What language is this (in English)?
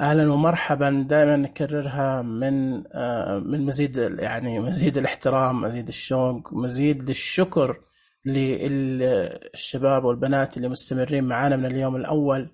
Najdi Arabic